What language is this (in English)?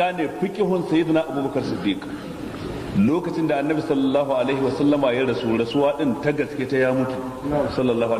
Hausa